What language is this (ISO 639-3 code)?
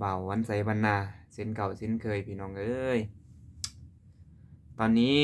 lao